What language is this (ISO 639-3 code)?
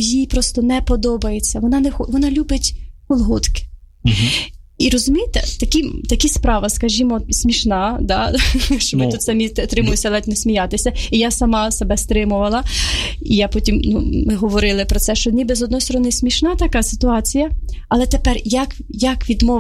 ukr